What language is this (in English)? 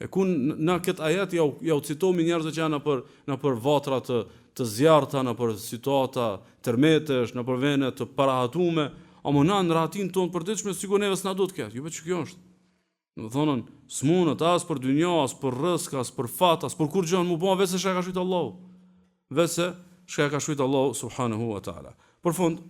Albanian